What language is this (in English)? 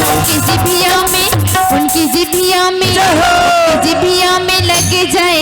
Chhattisgarhi